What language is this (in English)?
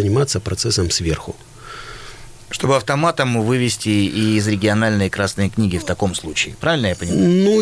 Russian